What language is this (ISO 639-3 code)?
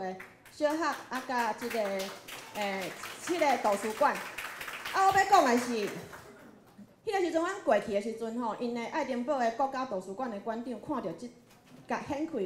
nan